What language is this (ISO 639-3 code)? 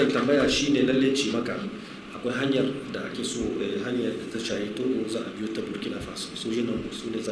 hau